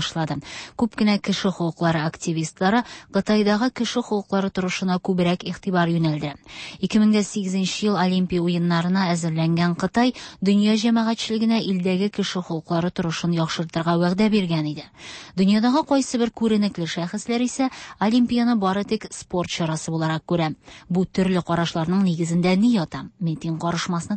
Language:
Tatar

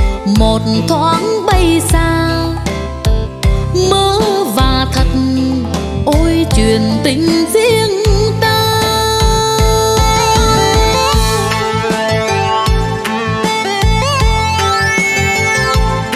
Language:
Vietnamese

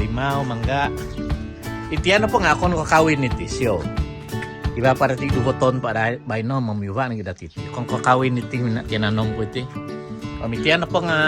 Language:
Central Dusun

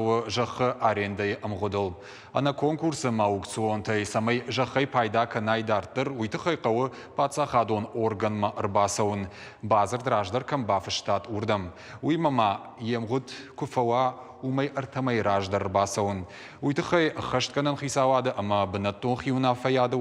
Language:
Ossetic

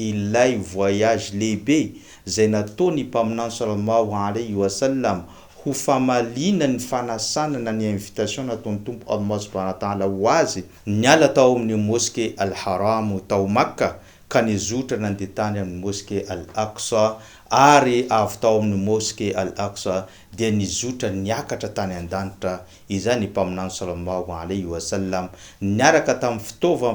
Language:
Malagasy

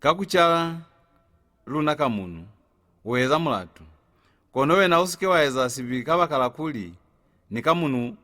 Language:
Lozi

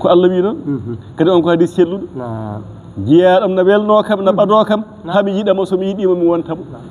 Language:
Fula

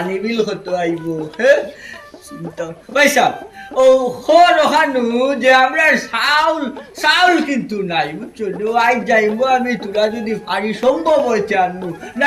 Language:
Sylheti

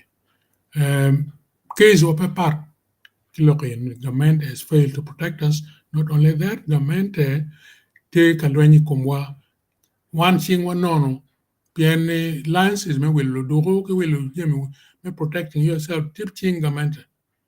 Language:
Acoli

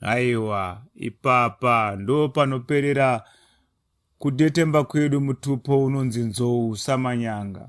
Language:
Shona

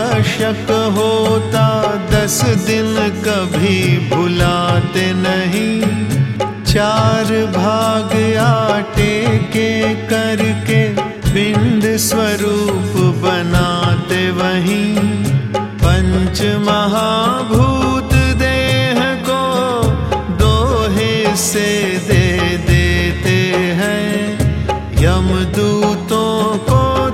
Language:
Hindi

